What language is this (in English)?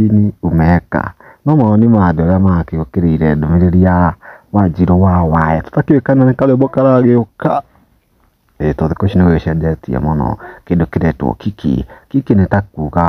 Kikuyu